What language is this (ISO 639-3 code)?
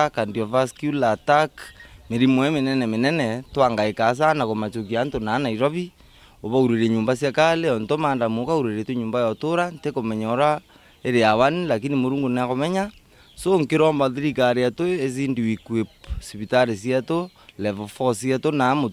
mer